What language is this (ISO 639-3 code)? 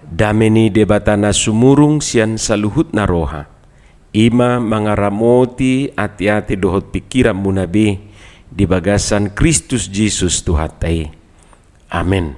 bbc